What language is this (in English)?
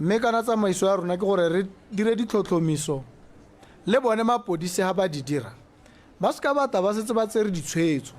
Tswana